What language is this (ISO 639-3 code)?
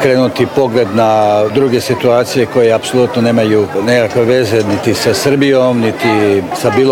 hrv